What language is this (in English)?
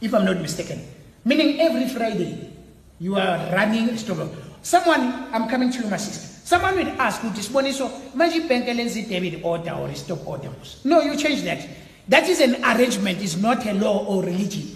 Xhosa